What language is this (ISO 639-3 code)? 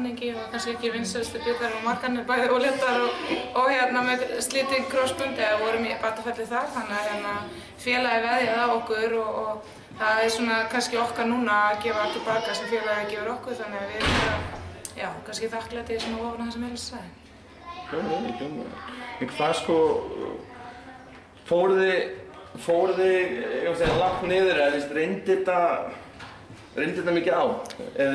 isl